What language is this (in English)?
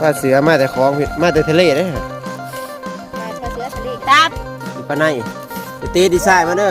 Lao